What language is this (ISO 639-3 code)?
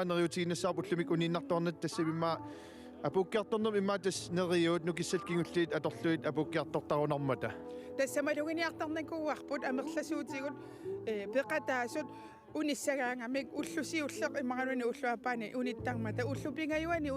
kal